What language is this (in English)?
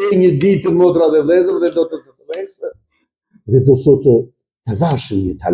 Albanian